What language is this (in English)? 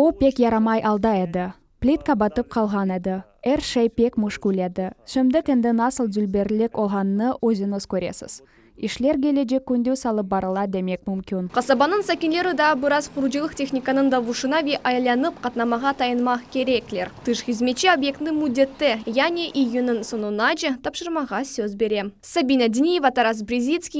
Crimean Tatar